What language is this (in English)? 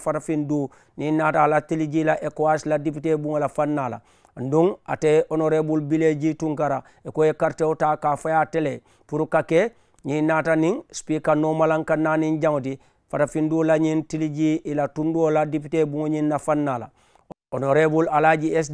Mandingo